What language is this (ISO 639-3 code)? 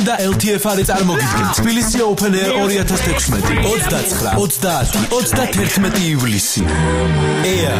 kat